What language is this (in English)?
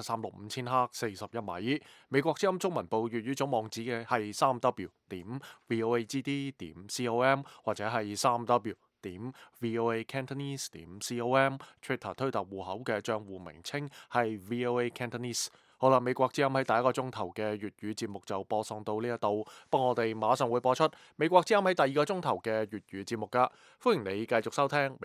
Cantonese